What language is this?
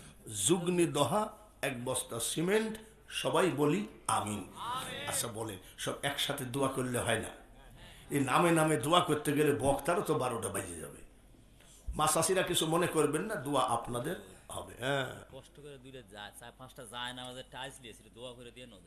Bangla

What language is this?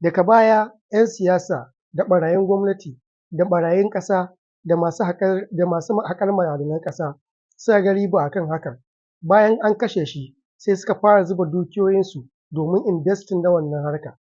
Hausa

